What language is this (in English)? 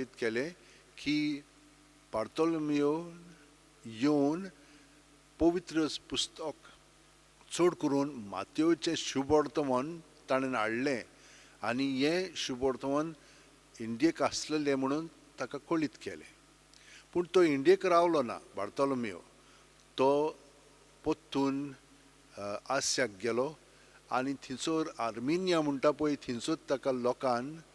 Konkani